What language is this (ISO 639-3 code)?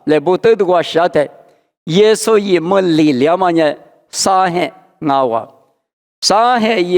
lis